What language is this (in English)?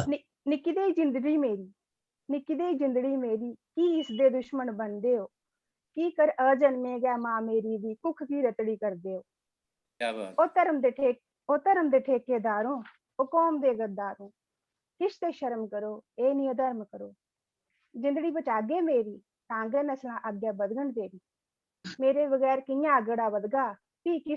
Dogri